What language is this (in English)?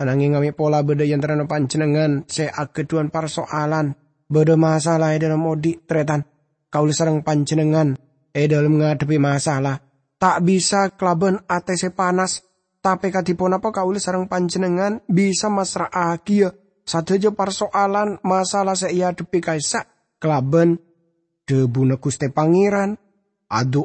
Madurese